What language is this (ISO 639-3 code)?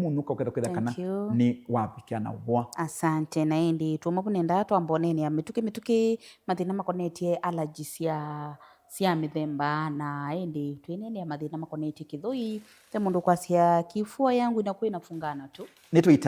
kam